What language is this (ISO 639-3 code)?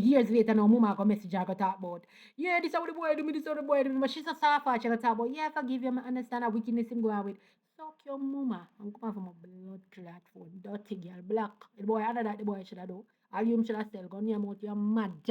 jam